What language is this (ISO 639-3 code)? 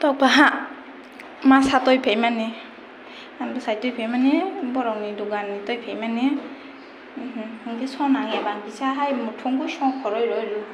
trp